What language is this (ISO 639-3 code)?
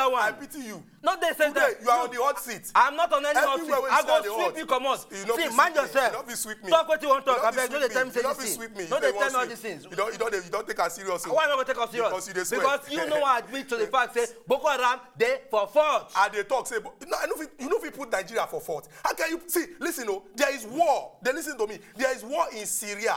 pcm